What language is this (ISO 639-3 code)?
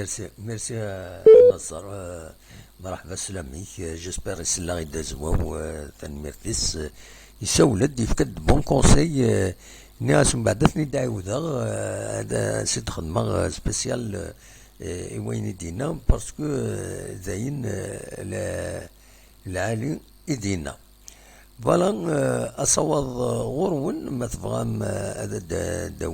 kab